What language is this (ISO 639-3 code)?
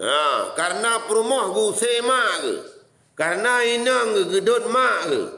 ace